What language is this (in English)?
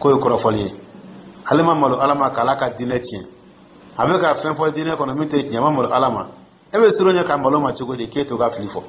Dyula